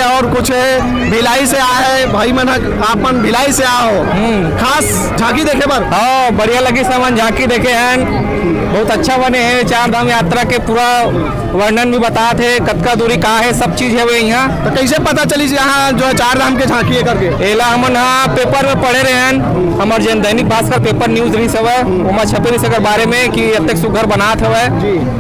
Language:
Chhattisgarhi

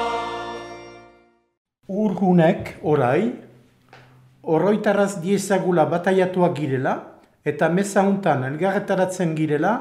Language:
Basque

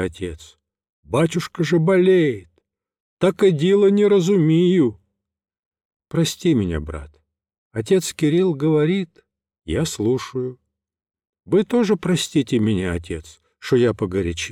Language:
Russian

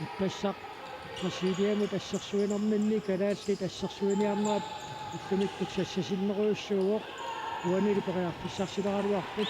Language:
Kalaallisut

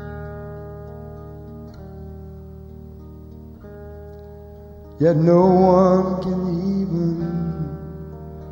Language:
English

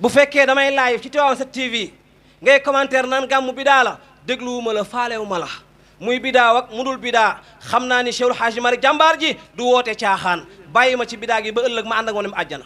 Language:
Wolof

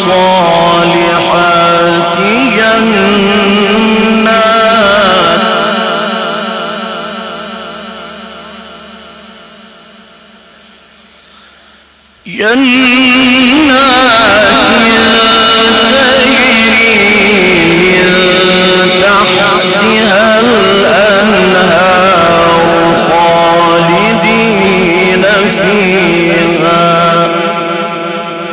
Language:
Arabic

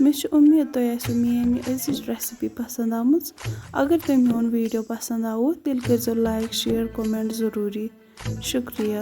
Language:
Kashmiri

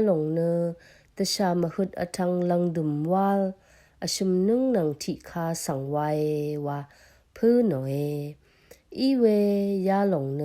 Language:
Rawang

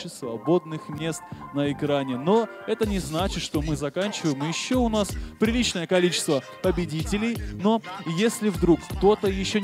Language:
Russian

